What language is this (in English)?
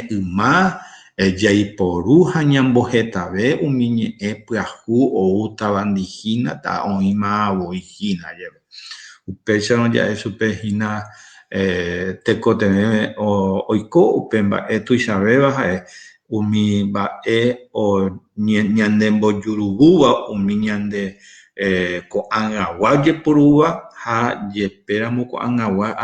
Guarani